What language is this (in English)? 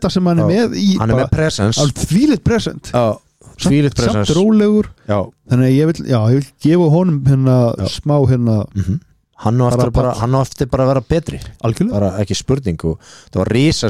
Icelandic